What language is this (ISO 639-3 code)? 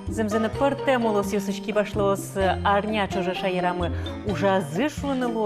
udm